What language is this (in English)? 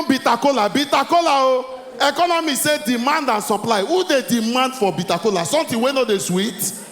Nigerian Pidgin